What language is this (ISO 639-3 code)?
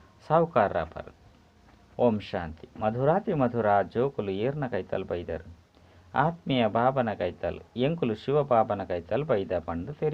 tcy